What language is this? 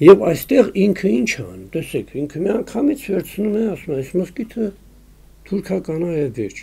Armenian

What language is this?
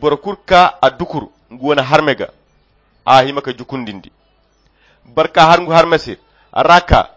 Koyra Chiini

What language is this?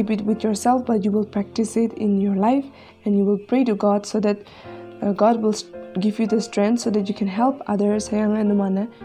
Konyak Naga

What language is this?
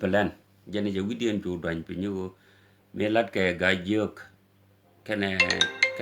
Nuer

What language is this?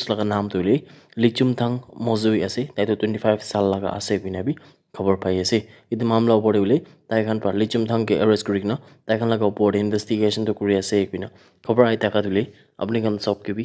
Naga Pidgin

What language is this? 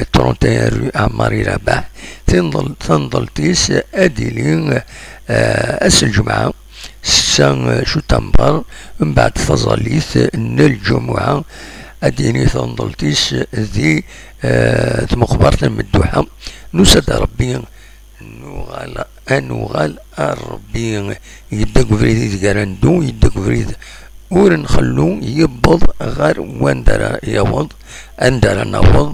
Kabyle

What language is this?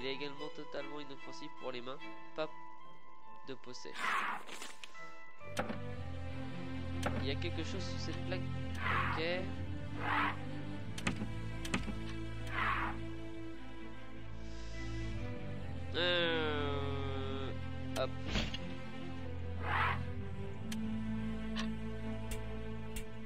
French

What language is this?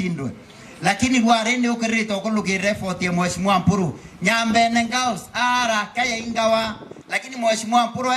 Meru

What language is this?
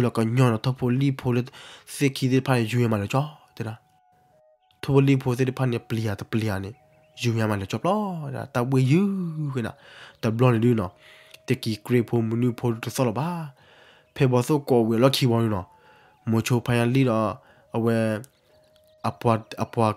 S'gaw Karen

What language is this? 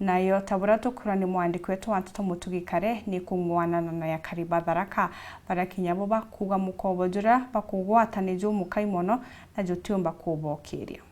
Meru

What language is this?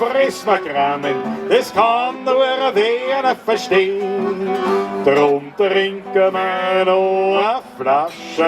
Bavarian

